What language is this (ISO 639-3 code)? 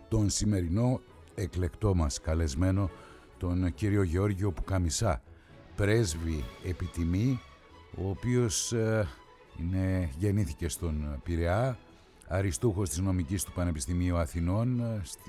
ell